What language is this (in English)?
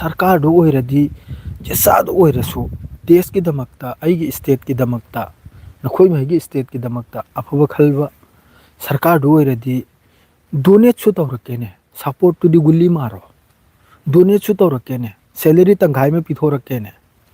Manipuri